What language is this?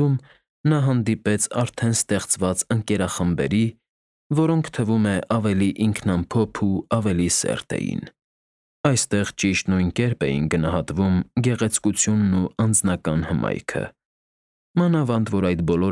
Armenian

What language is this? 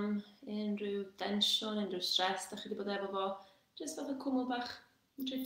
Welsh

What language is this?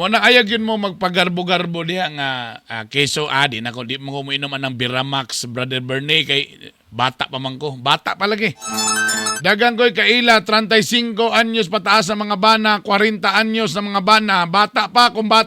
Cebuano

